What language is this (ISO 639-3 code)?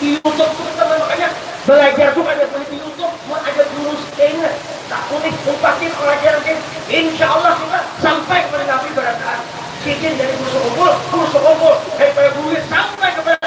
bjn